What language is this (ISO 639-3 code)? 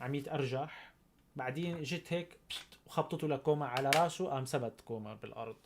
apc